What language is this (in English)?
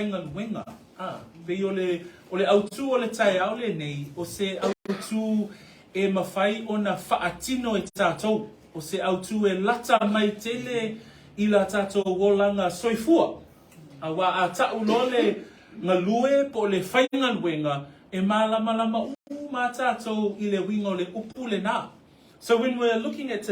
Samoan